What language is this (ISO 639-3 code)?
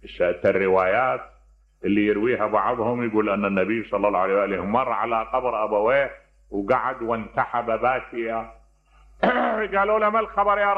acm